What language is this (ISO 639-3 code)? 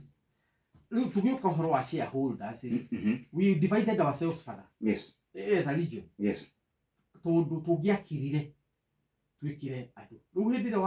kik